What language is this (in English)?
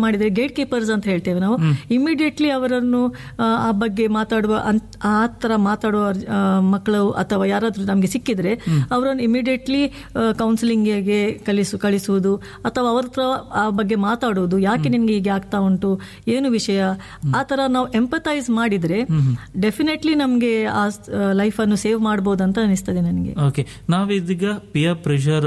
Kannada